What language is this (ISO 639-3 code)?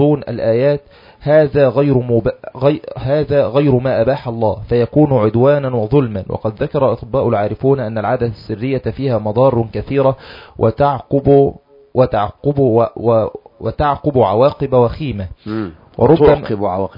ara